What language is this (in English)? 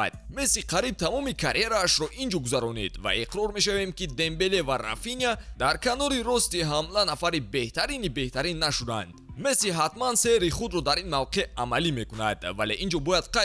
Tajik